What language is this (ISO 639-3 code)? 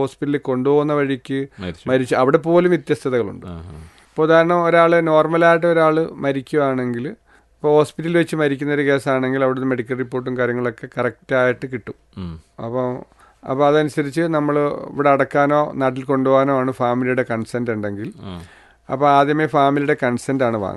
mal